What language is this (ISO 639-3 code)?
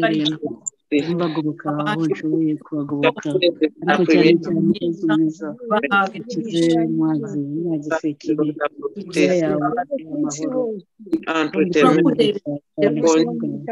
kin